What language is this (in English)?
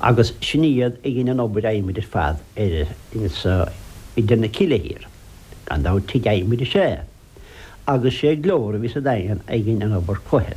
Irish